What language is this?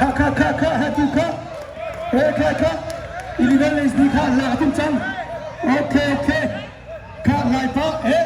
Hakha Chin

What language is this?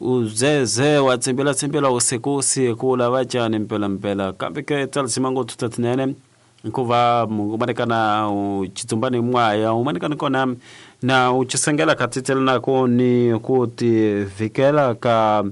Tsonga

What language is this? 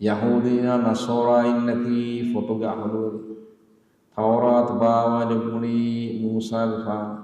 Divehi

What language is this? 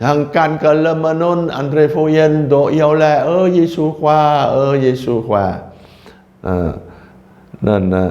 Jarai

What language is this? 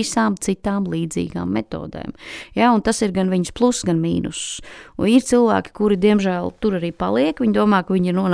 Latvian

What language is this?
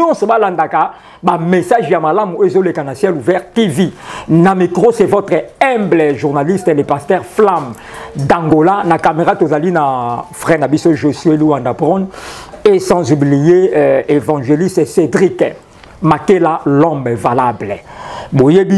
Lingala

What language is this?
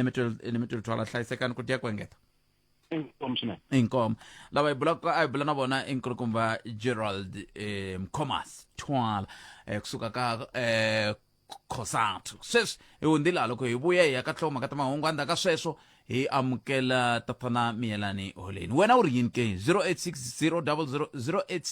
Tsonga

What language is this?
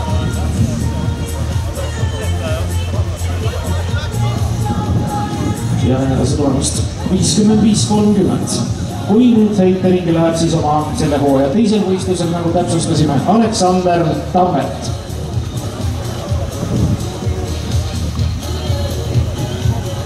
Estonian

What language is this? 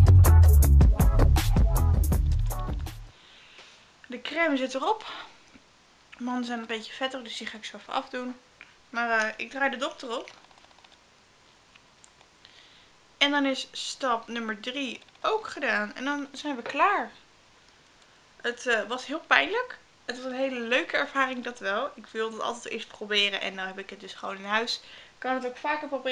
Dutch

